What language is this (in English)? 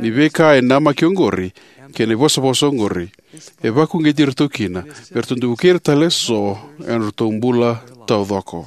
Fijian